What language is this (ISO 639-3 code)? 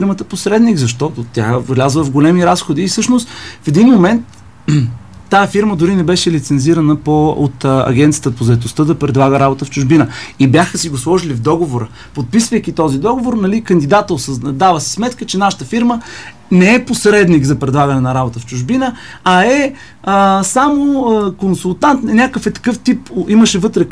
bul